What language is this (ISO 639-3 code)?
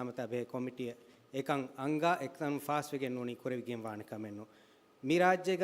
div